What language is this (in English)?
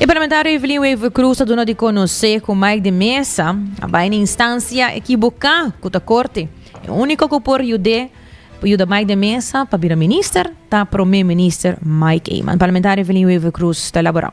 Papiamento